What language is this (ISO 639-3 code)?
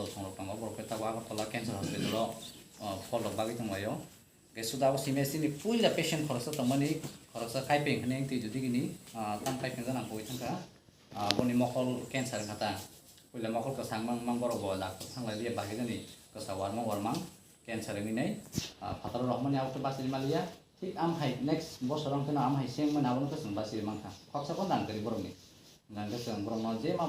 trp